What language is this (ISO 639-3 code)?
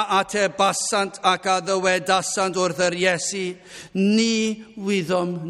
cym